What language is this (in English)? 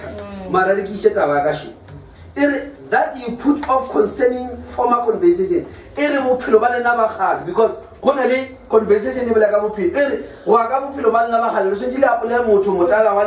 Northern Sotho